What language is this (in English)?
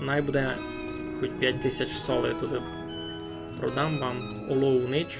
Rusyn